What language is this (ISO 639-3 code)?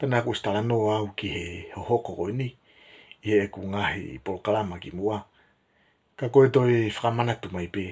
ton